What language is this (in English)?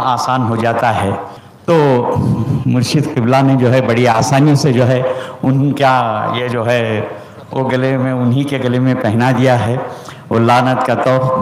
Urdu